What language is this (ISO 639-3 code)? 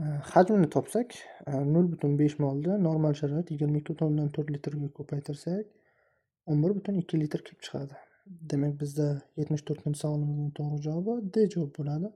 uzb